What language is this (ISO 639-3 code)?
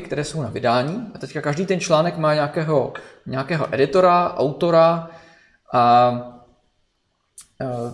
ces